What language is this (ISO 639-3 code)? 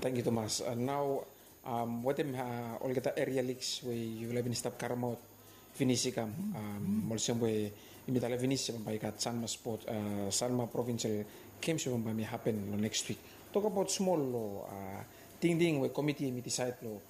bis